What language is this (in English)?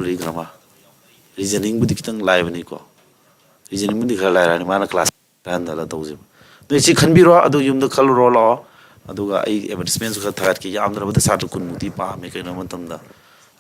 Manipuri